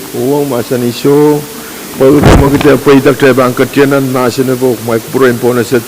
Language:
Pohnpeian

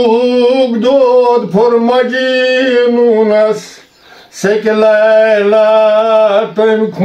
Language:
Kashmiri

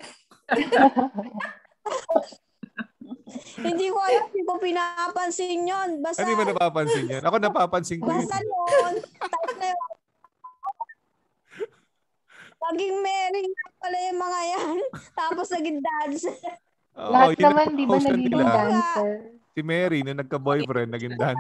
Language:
Filipino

